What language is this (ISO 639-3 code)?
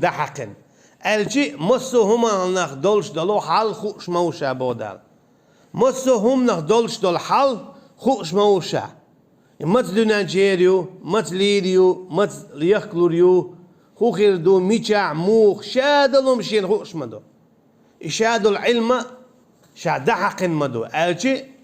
che